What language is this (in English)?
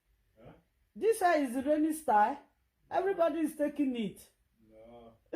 Nigerian Pidgin